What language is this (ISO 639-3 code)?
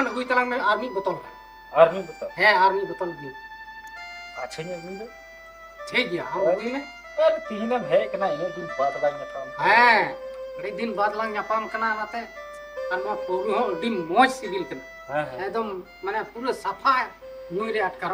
sat